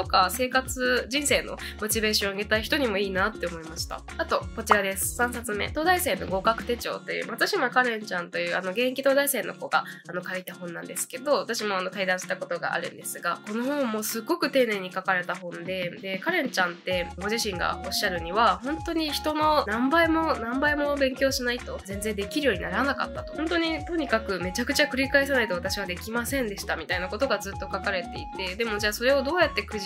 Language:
Japanese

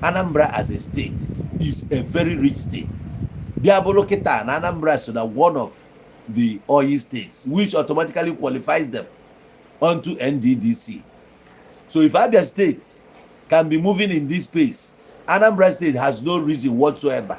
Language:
Igbo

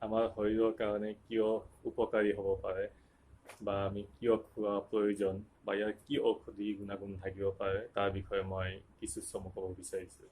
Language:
Assamese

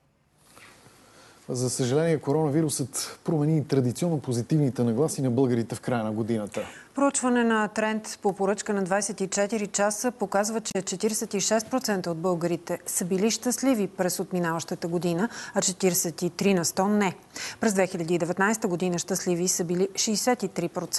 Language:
Bulgarian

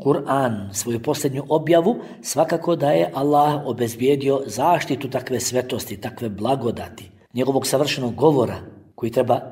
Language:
Bosnian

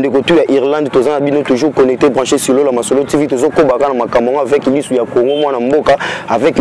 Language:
Lingala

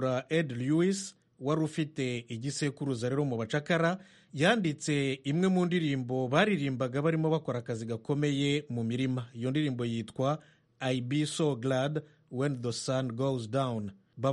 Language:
Kinyarwanda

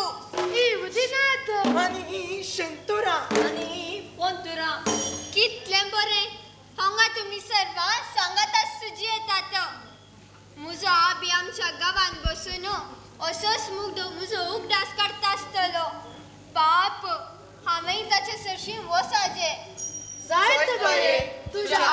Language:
Konkani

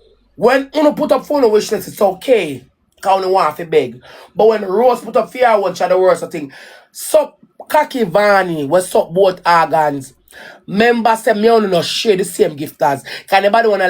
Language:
Jamaican Creole English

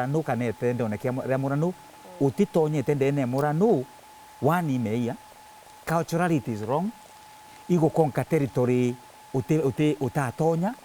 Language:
Meru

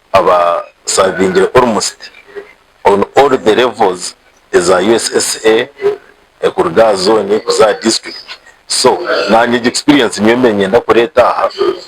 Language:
Nyankole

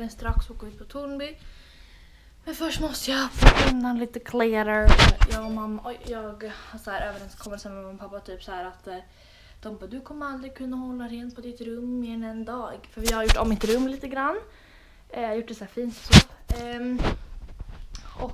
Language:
Swedish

